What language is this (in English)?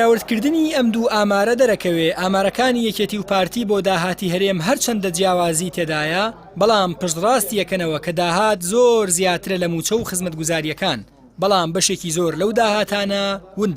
Central Kurdish